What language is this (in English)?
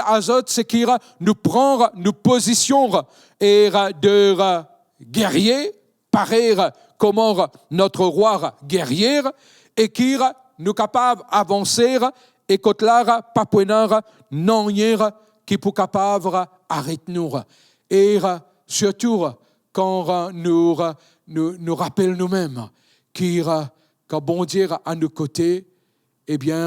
Morisyen